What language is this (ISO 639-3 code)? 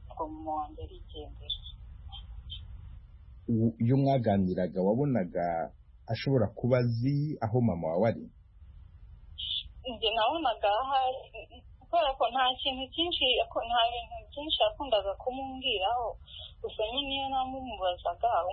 kin